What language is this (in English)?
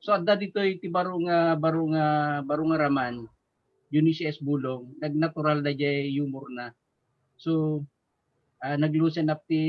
Iloko